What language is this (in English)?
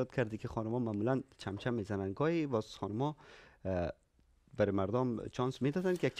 Persian